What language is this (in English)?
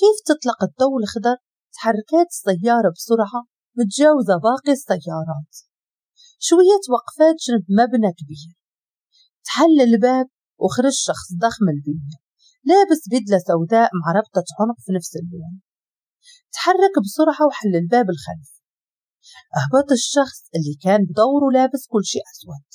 Moroccan Arabic